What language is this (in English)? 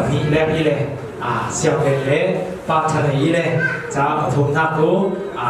Falam Chin